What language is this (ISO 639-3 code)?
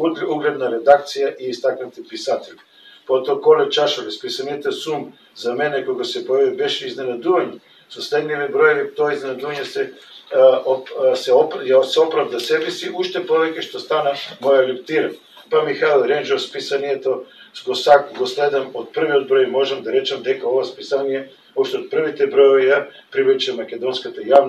mkd